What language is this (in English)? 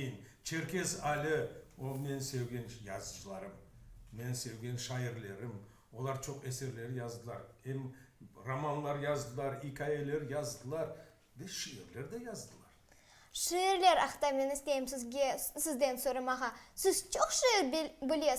Crimean Tatar